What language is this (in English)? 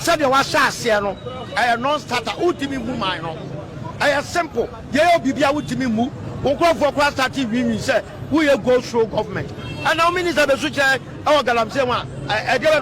Akan